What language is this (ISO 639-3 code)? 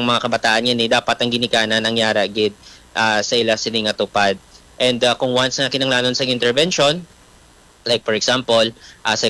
hil